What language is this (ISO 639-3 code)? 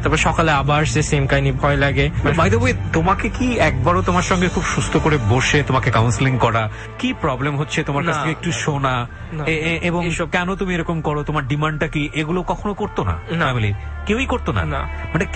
ben